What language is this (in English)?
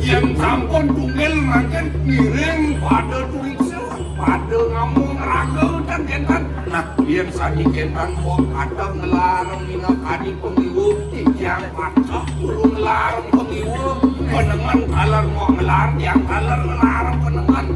Balinese